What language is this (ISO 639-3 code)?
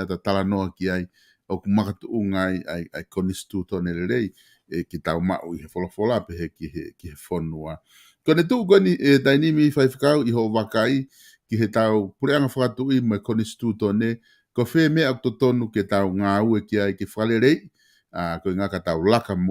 ton